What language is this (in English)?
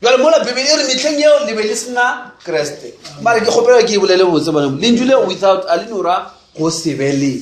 Northern Sotho